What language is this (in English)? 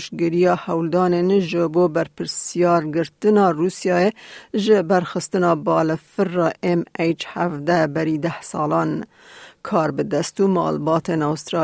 Kurdish